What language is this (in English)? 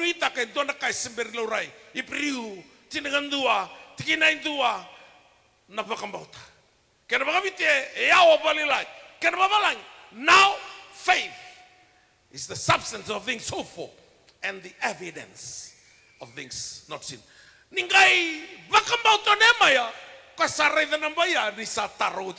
Fijian